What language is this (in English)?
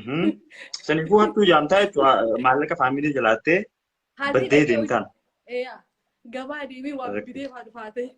Oromo